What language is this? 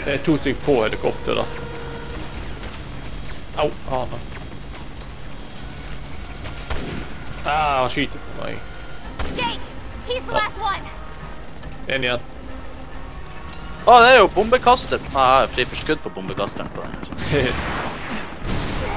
Norwegian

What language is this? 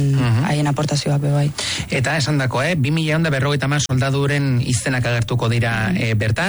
Basque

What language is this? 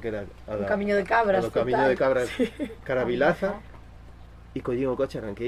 Galician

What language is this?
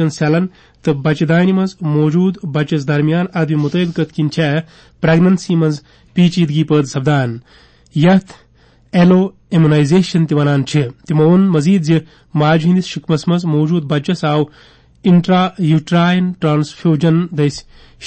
Kashmiri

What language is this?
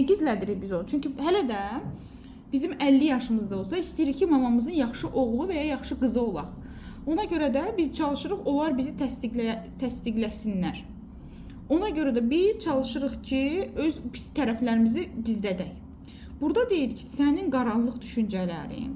Azerbaijani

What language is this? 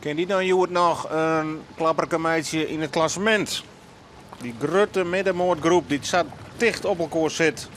Western Frisian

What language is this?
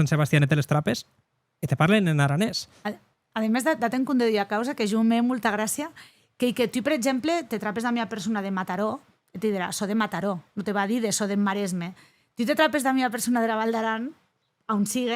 Occitan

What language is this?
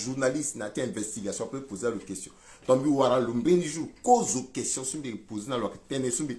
Sango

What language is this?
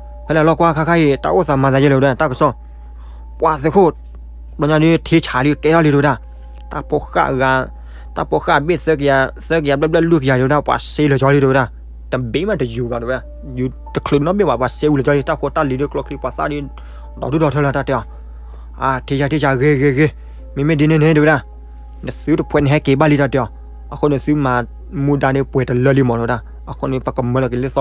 S'gaw Karen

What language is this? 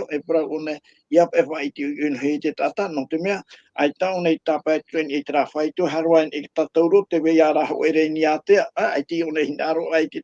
Tahitian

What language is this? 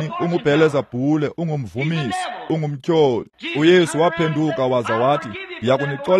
Xhosa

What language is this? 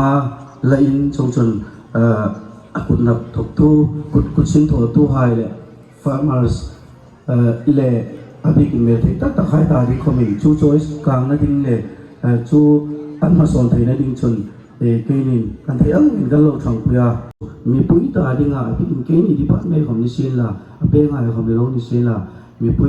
Hmar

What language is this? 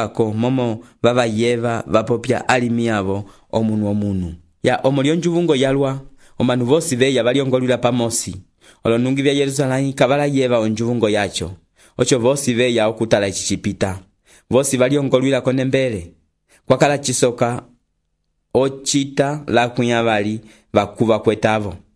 Umbundu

